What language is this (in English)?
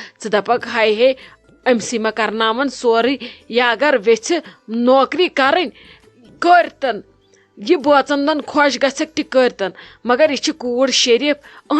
Kashmiri